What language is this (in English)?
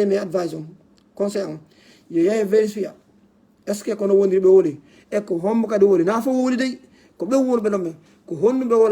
Fula